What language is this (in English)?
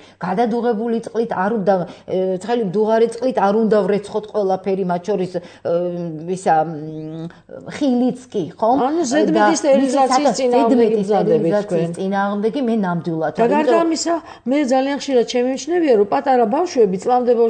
Georgian